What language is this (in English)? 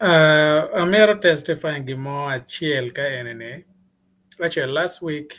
Acoli